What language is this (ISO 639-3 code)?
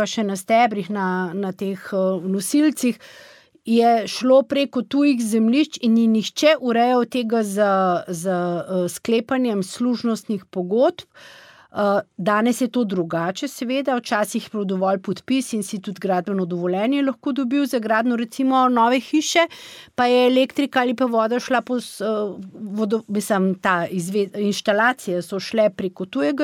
slv